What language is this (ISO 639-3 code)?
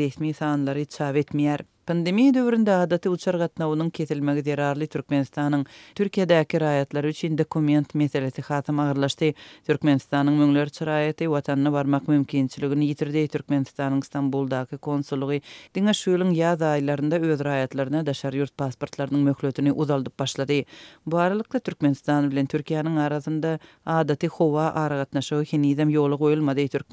tuk